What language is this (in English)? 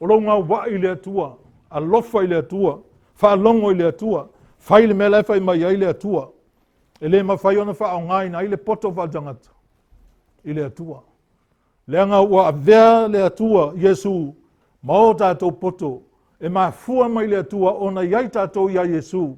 Samoan